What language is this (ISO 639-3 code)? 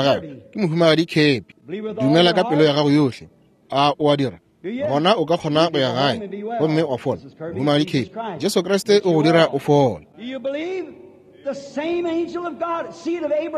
nso